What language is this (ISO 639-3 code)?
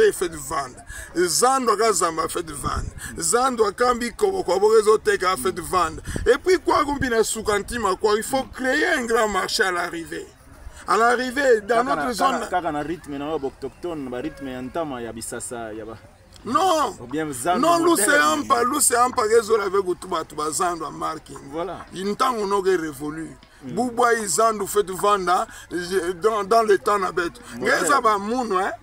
ktu